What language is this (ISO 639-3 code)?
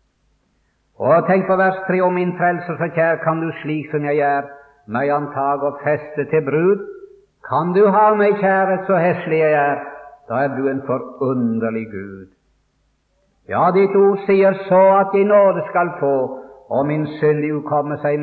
nor